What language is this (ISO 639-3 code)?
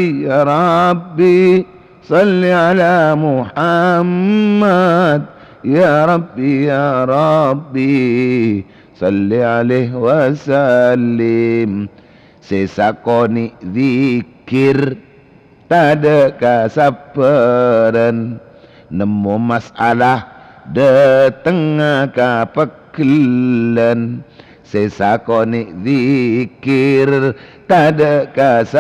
mad